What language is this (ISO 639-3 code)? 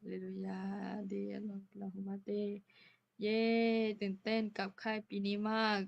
ahk